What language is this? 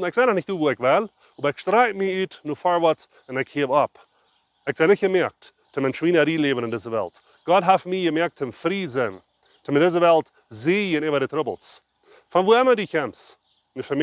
Plautdietsch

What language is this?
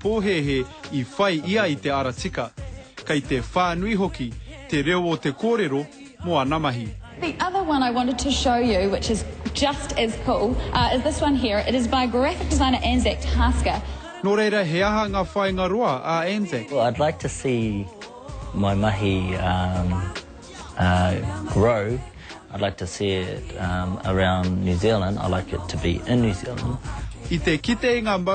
Māori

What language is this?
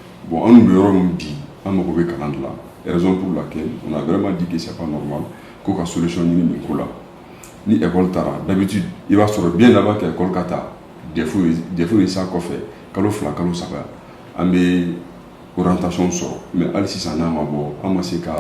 Bambara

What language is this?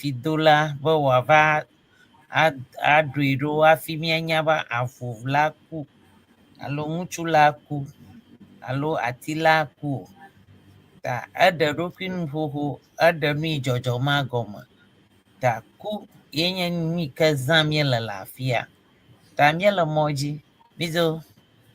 Ewe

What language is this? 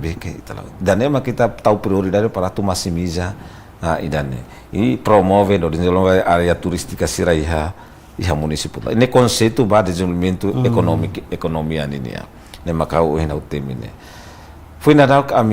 Tetum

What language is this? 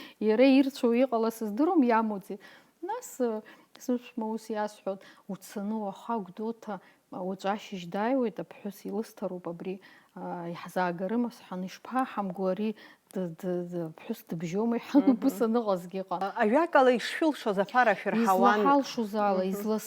Abkhazian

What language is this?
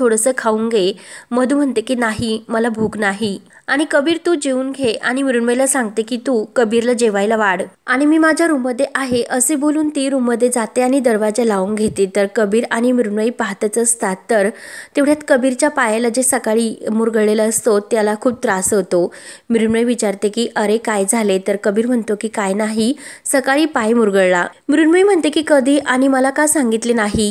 Marathi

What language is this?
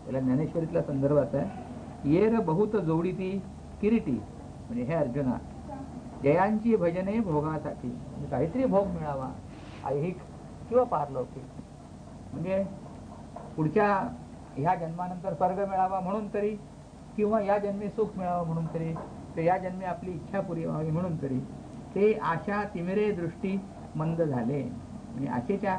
Marathi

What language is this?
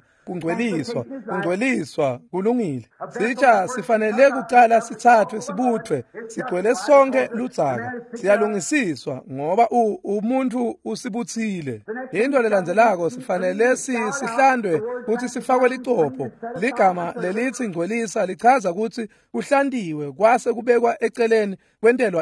Swati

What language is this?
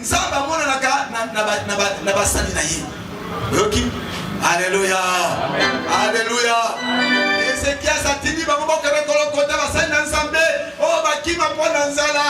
Lingala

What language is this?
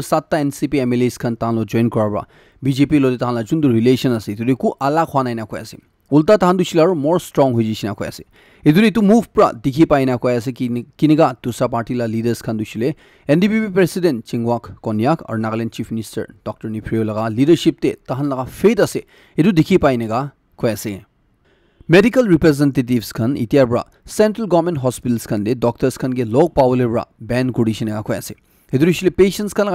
Naga Pidgin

